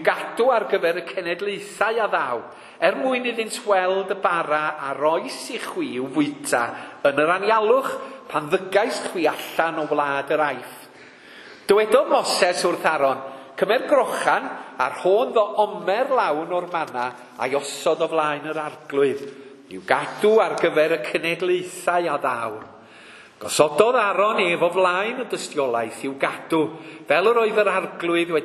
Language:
Welsh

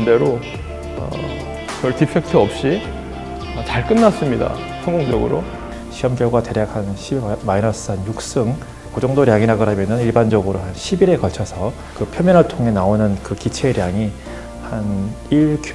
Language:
Korean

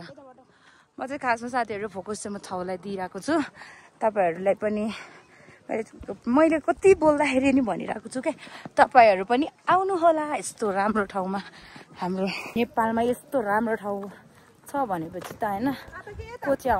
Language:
Nepali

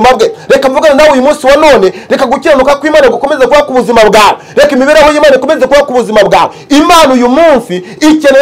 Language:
Kinyarwanda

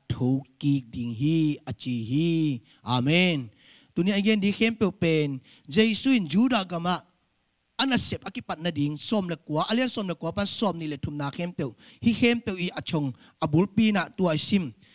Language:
Tedim Chin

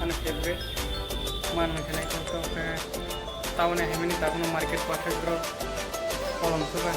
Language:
Kok Borok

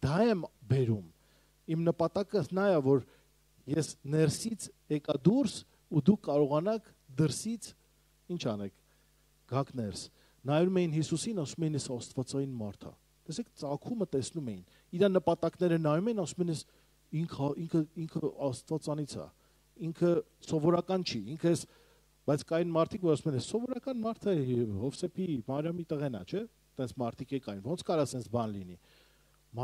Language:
Armenian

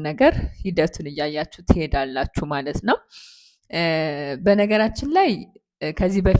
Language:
Amharic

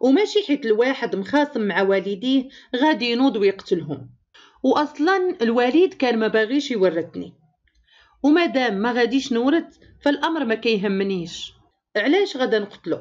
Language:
Moroccan Arabic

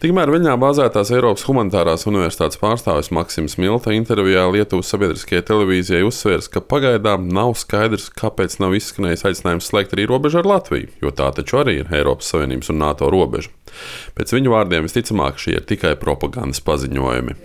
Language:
Latvian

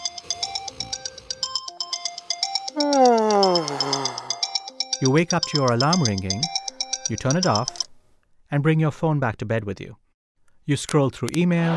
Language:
English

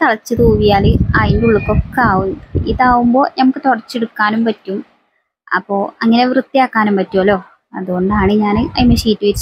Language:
Malayalam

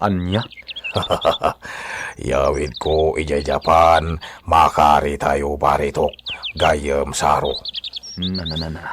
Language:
Iloko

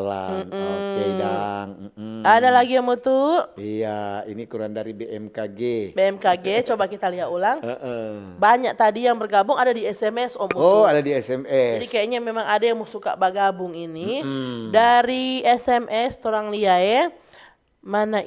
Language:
Manado Malay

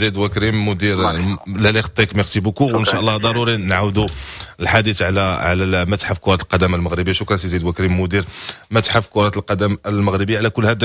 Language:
Moroccan Arabic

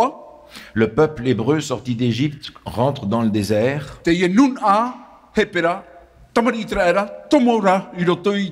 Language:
Tahitian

